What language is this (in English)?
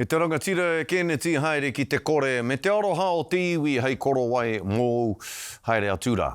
Māori